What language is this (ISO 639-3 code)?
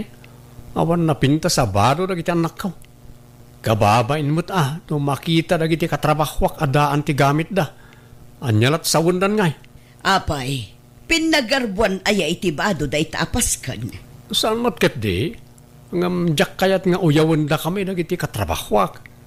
ilo